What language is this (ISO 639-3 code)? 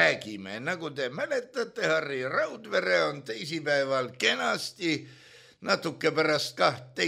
est